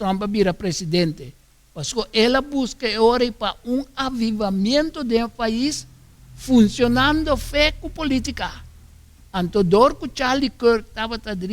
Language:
Papiamento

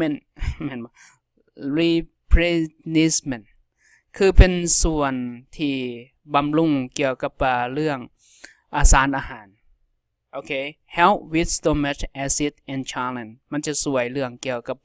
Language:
Lao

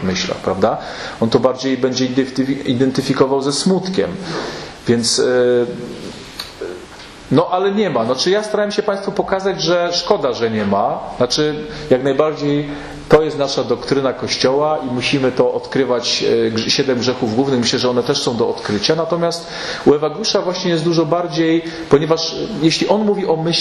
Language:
Polish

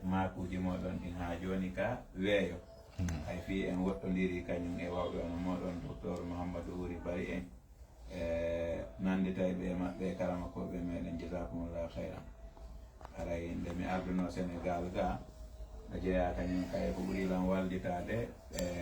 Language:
Fula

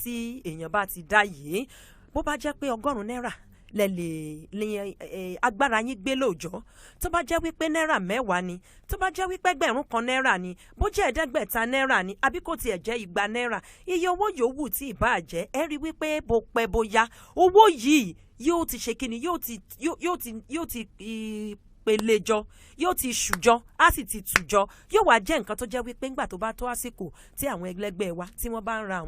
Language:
Yoruba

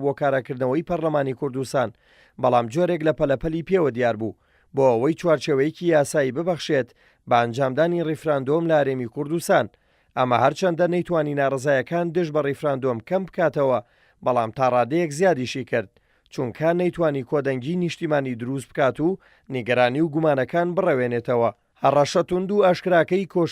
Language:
Central Kurdish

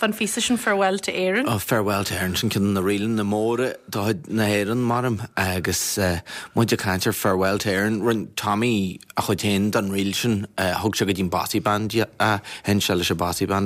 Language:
Irish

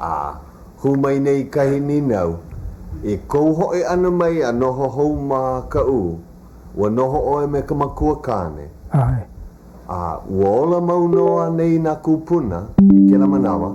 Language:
Hawaiian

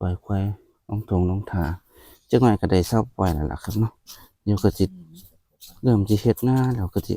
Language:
Northeastern Thai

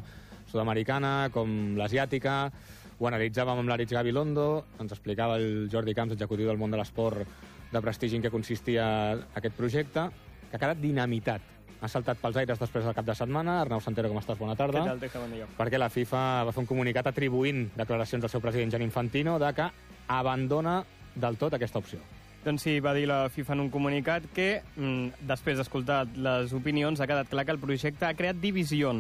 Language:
Catalan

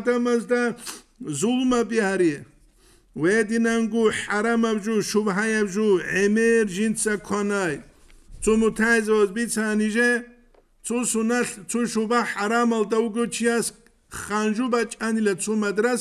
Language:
Avaric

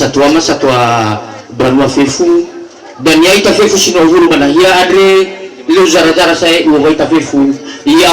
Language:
Nias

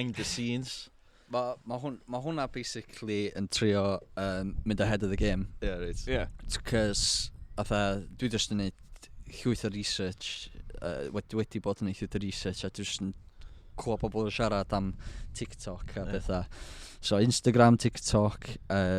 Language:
Welsh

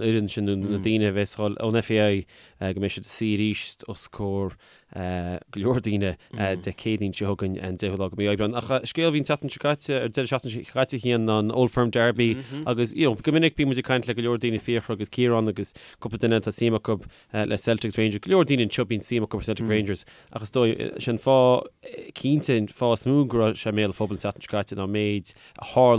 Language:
Irish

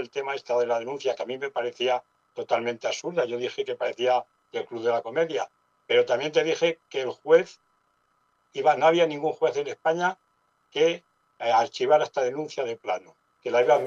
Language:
Spanish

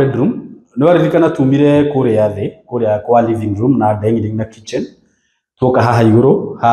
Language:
Kikuyu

